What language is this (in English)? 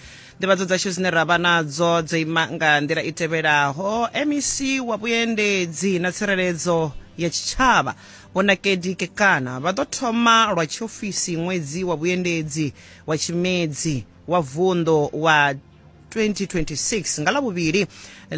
Venda